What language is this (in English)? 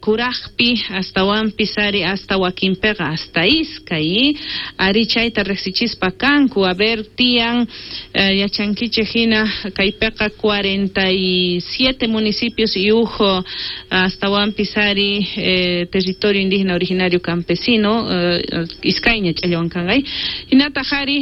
South Bolivian Quechua